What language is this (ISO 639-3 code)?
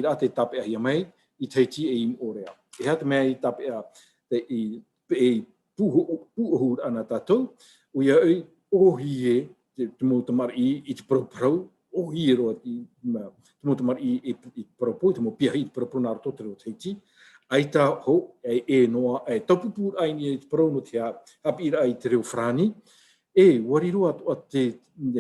tah